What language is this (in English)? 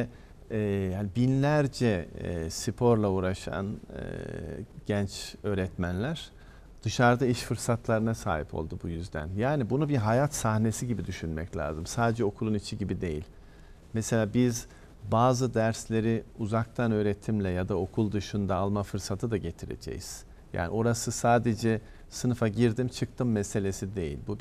Turkish